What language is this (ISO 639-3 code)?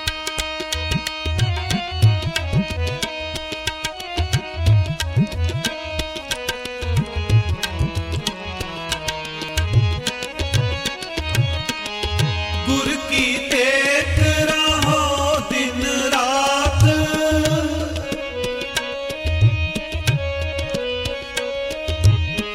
hin